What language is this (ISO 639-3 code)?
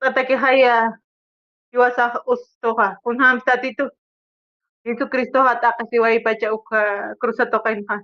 aym